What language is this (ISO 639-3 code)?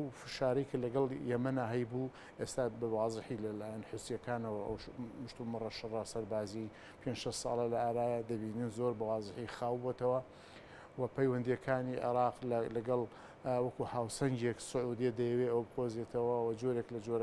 ckb